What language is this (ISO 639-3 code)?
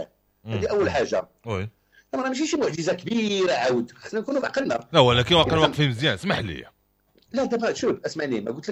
ary